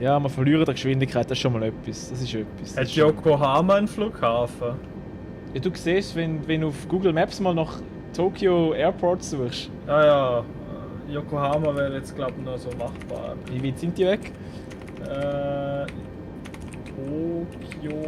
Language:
Swiss German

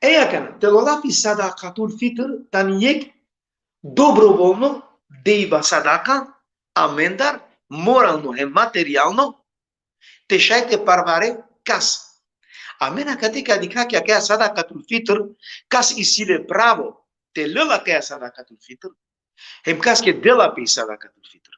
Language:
Balkan Romani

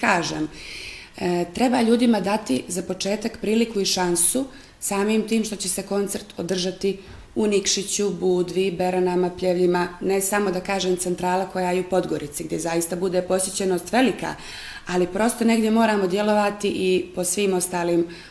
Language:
Bosnian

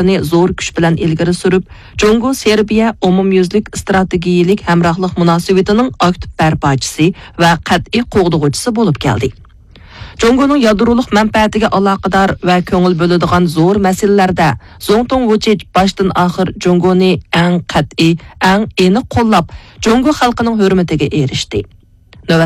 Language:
Uyghur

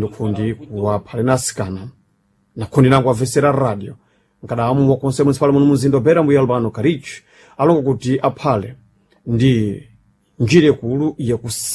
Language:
Sena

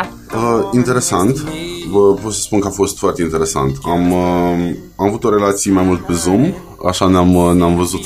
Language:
Romanian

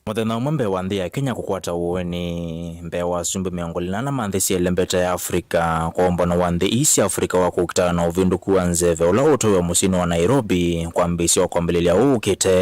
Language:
Kamba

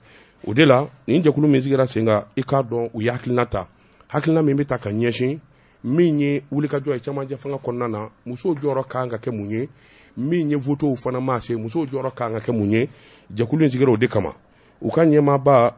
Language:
Bambara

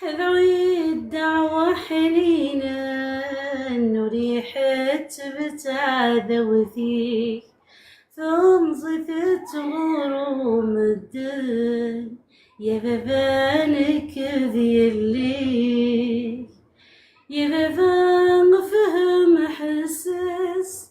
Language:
Kabyle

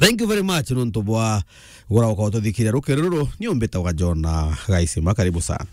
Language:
Meru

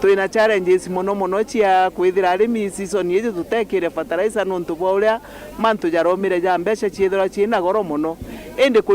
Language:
Meru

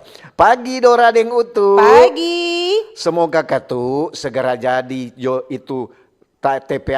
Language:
Manado Malay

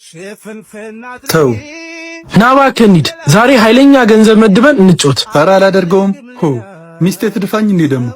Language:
Amharic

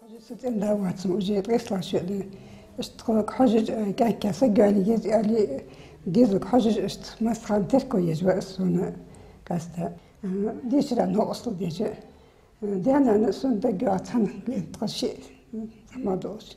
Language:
Ingush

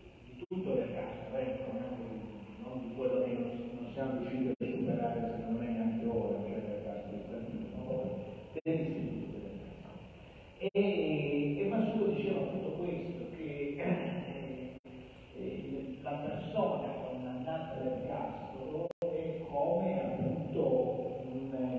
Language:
Italian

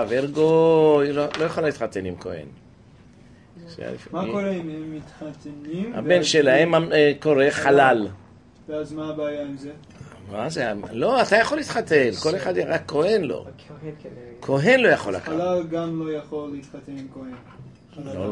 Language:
Hebrew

